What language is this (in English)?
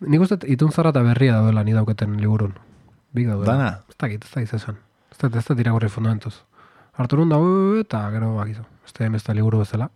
Basque